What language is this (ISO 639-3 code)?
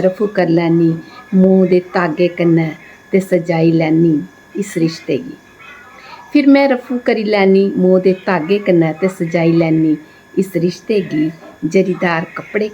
doi